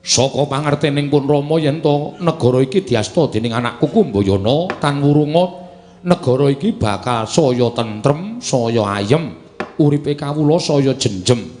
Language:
Javanese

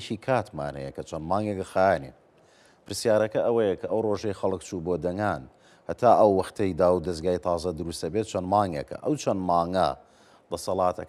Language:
Central Kurdish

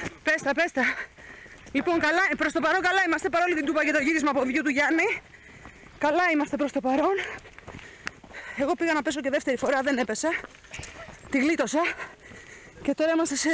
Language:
Greek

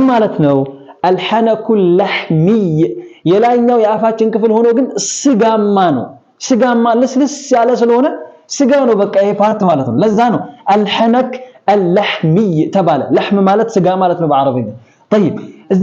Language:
Amharic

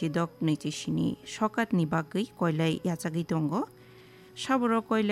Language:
Kok Borok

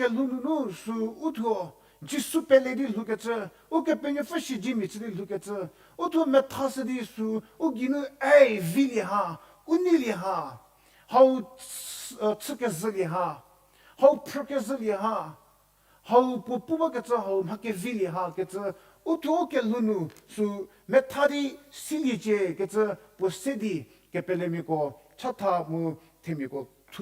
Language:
Angami Naga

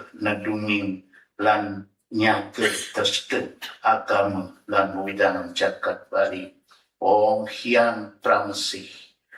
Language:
Balinese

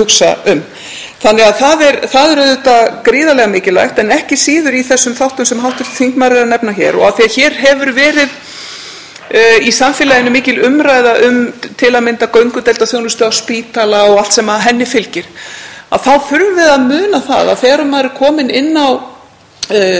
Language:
Icelandic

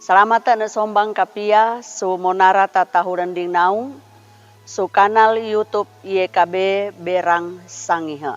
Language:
Sangir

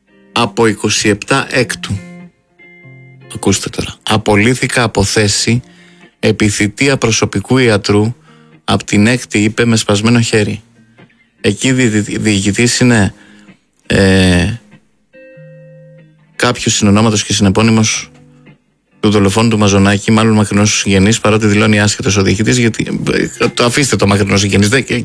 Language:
Greek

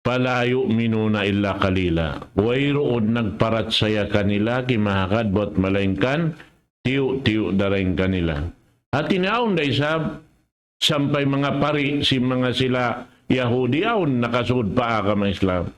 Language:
Tausug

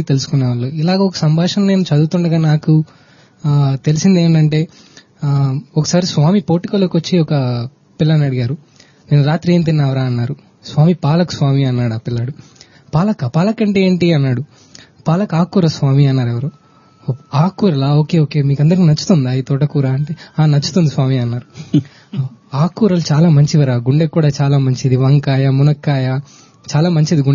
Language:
Telugu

